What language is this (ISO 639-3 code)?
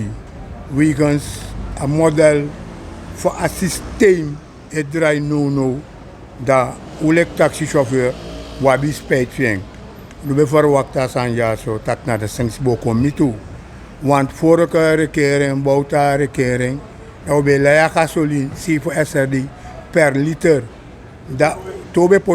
srn